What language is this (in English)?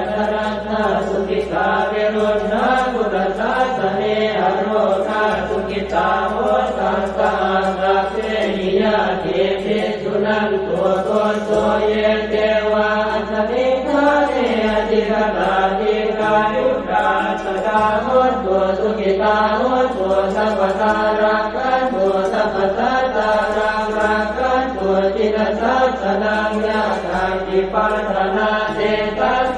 Pali